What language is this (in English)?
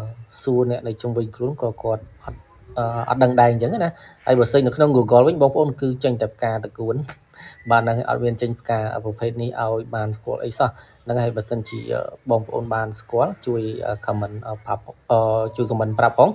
Khmer